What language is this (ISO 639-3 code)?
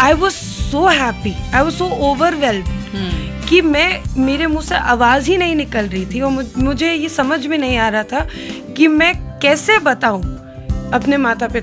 hin